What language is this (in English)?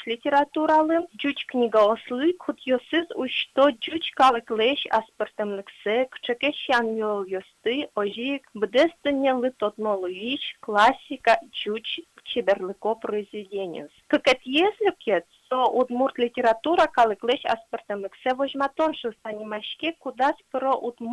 Udmurt